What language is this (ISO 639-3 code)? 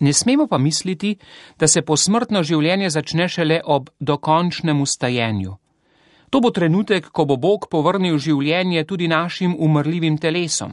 slv